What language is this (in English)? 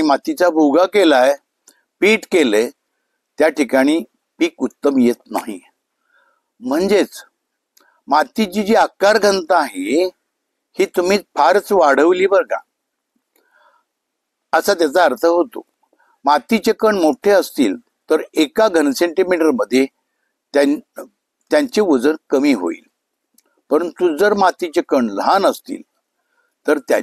Marathi